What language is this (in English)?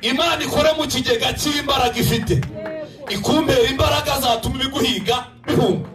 Kinyarwanda